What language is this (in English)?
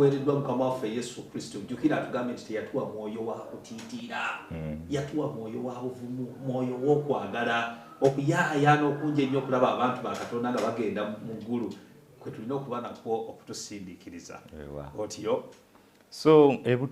Ganda